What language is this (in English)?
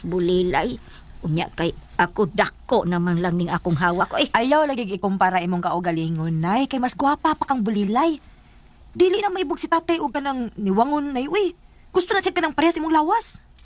Cebuano